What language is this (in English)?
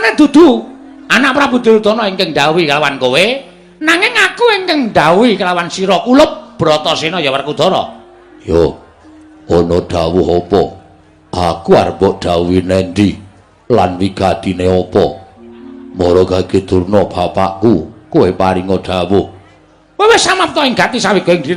Javanese